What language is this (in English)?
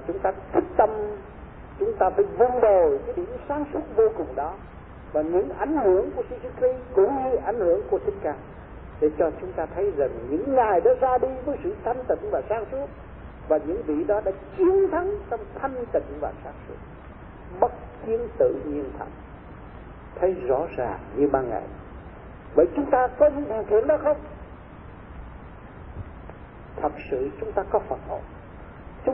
Vietnamese